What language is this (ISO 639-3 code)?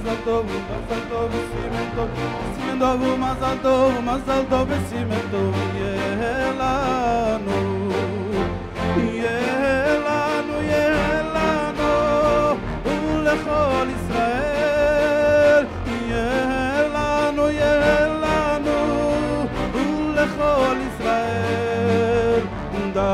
heb